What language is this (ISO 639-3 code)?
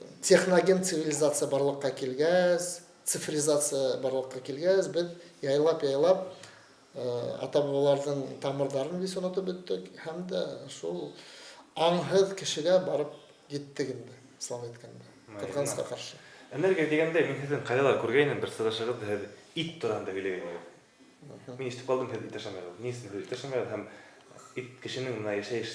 bak